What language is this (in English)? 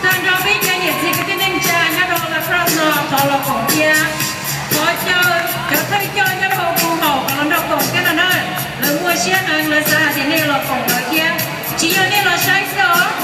Hmong